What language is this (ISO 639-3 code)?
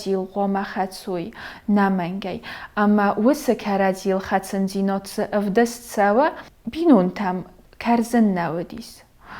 oss